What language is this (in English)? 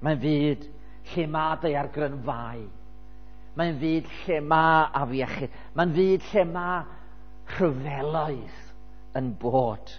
Welsh